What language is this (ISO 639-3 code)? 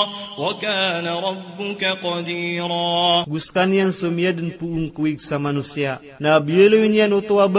mrw